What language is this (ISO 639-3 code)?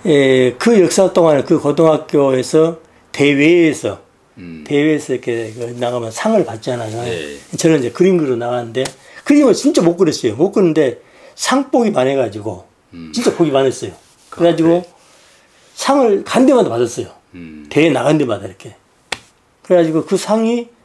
kor